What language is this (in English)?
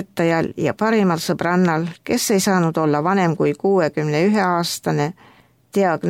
Estonian